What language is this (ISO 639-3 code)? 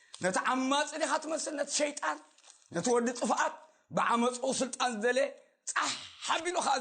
tir